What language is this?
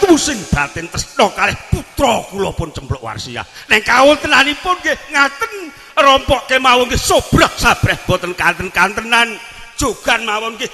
Javanese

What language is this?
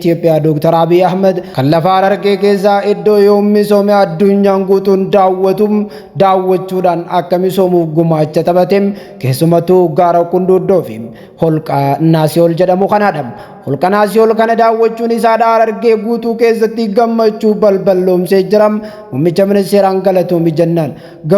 Oromo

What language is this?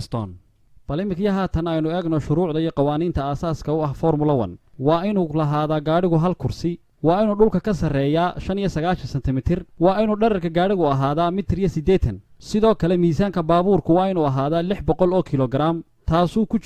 Somali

